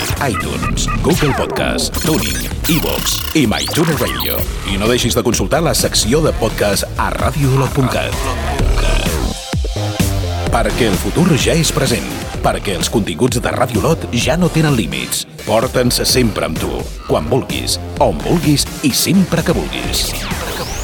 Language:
Catalan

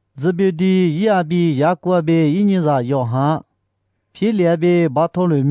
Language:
Lisu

